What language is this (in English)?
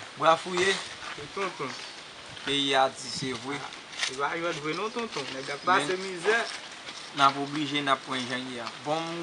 Haitian Creole